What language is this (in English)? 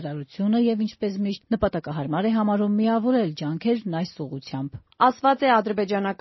Armenian